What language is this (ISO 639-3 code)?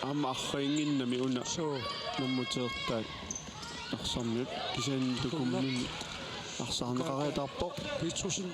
kal